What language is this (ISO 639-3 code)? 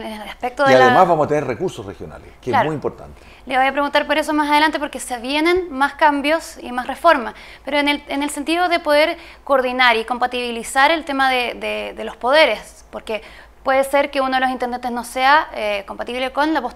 spa